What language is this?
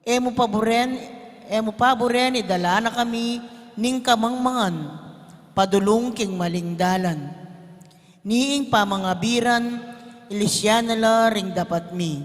Pampanga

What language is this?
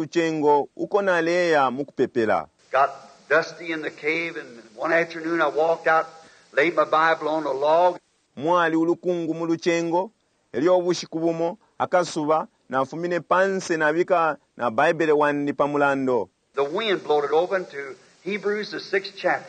Bemba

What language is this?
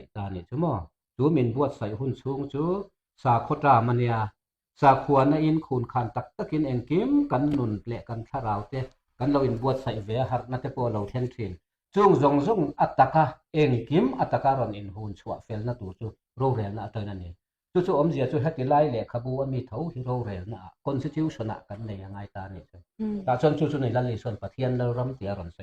Mizo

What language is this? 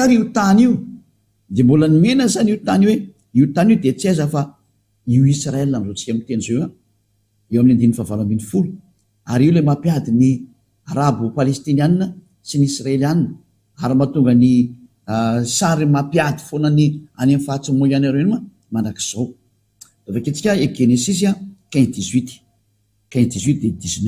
Malagasy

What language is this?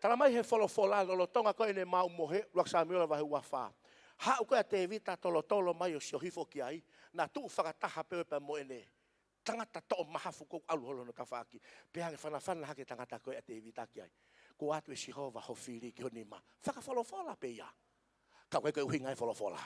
Tongan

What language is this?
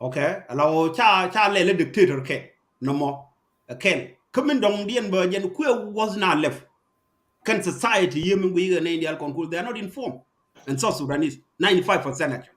Nuer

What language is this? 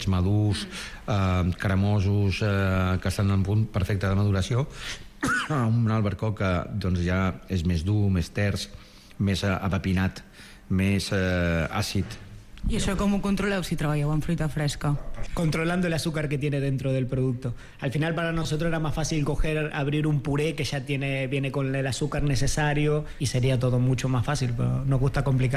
Catalan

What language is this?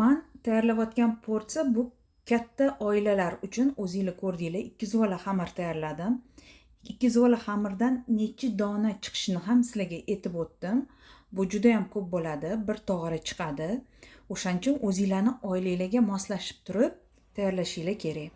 Uzbek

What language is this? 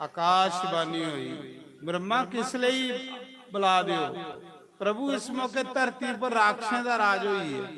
Dogri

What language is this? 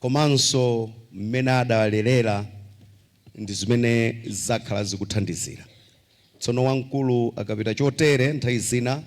Nyanja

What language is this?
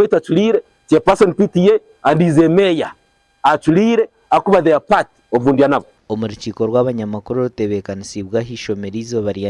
Nyankole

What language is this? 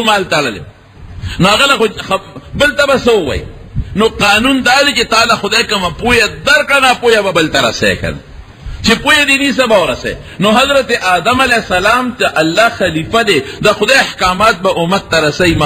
Pashto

